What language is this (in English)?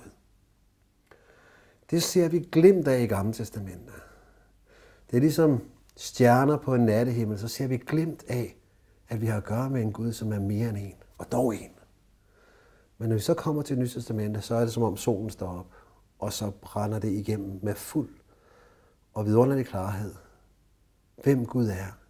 Danish